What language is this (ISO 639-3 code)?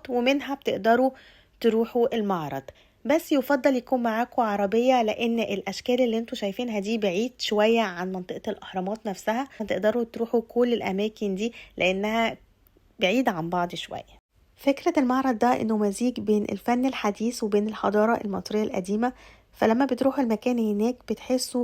arz